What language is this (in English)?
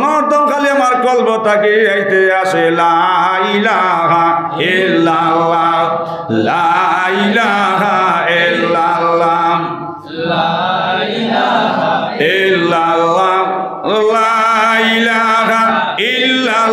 Sylheti